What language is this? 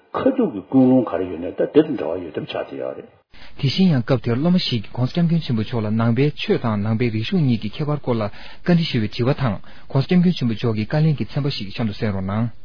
Tibetan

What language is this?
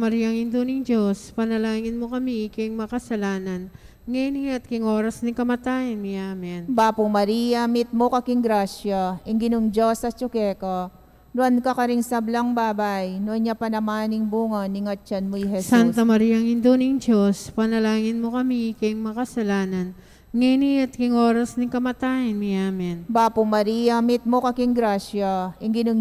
Pampanga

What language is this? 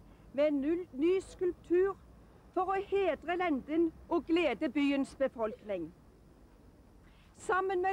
Norwegian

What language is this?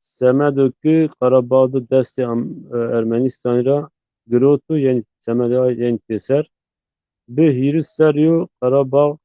Zaza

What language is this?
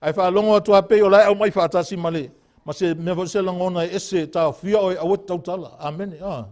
Samoan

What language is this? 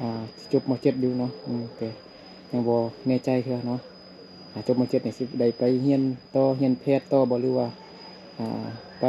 Lao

